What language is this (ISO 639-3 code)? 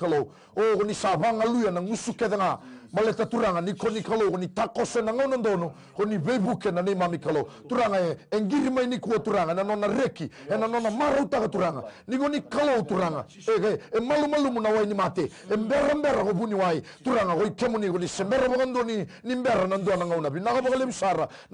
fij